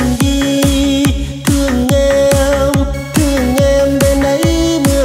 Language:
Vietnamese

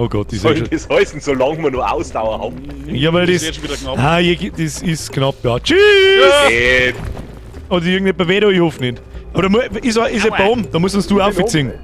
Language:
Bavarian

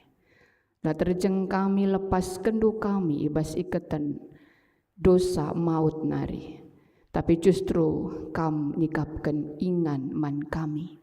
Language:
Batak Karo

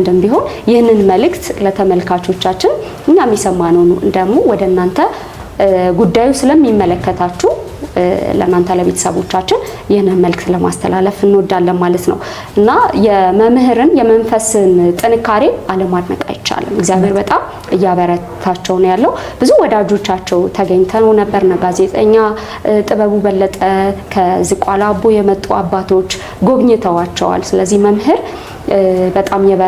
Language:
Amharic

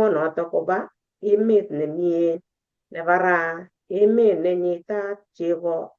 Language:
Kalenjin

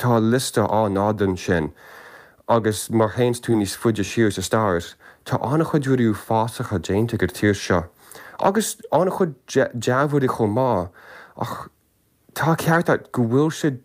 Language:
Irish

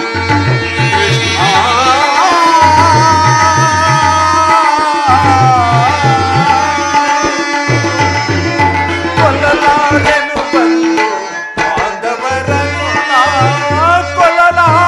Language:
Kannada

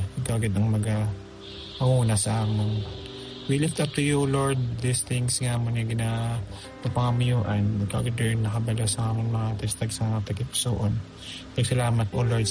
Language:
Hiligaynon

